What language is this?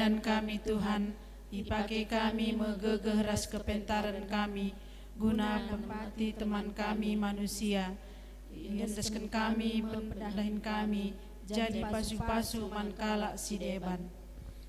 Batak Karo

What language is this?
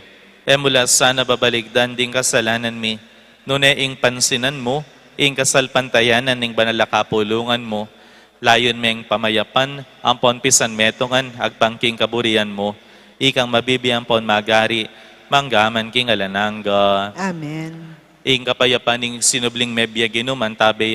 Pampanga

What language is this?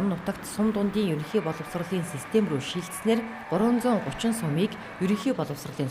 Mongolian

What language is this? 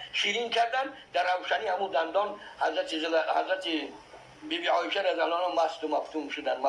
Tajik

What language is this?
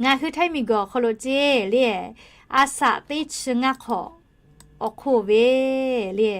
Lahu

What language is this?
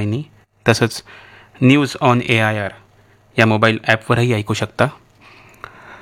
Marathi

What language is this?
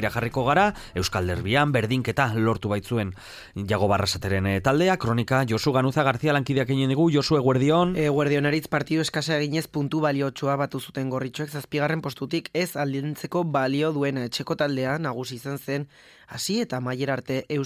Basque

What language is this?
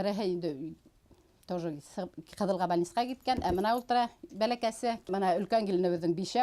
Bashkir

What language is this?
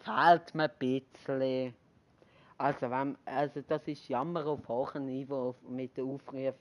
Swiss German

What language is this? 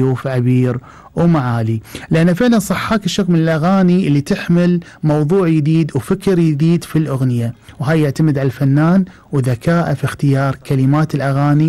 Gulf Arabic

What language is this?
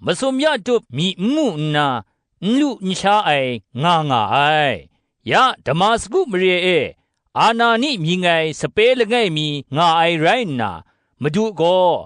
Kachin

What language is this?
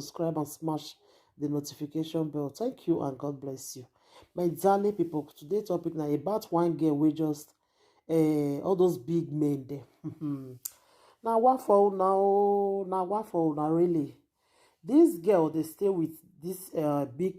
Nigerian Pidgin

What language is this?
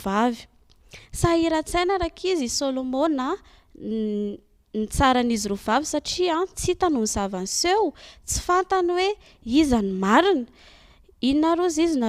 Malagasy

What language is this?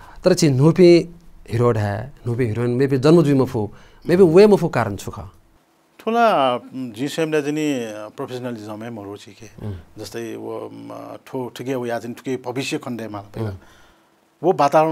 Newari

